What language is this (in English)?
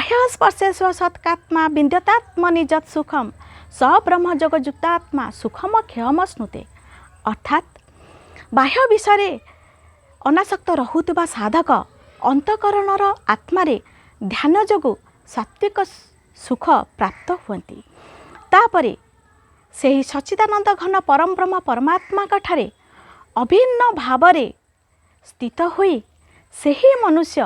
Odia